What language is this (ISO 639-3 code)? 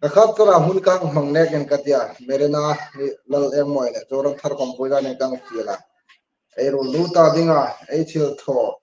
hmr